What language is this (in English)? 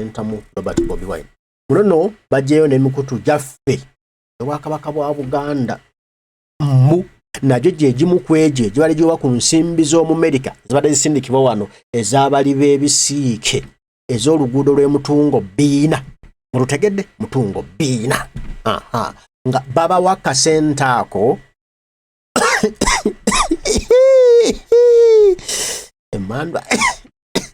Ganda